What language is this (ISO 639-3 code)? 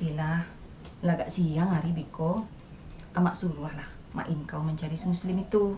min